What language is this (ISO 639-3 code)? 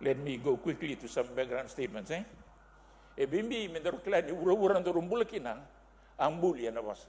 fij